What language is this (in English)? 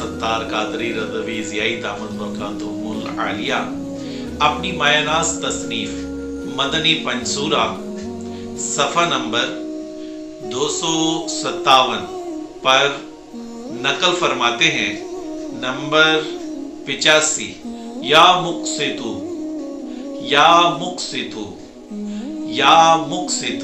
Urdu